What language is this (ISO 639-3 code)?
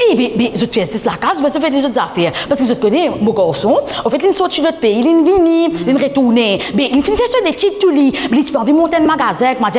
mfe